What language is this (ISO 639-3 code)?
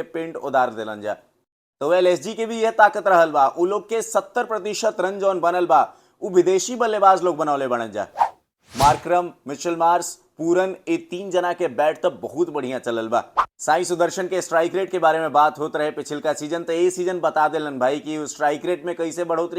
bho